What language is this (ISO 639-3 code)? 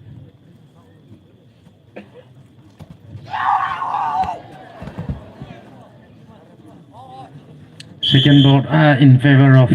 pmx